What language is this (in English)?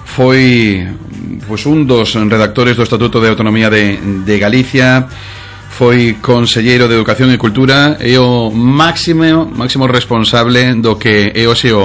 Galician